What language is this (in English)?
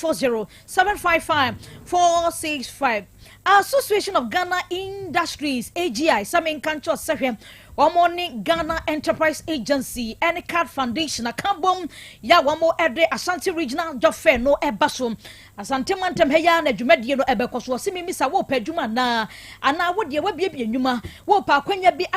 Akan